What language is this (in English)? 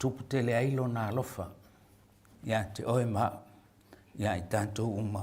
Samoan